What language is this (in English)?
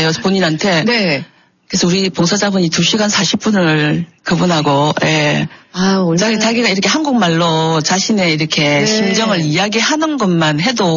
Korean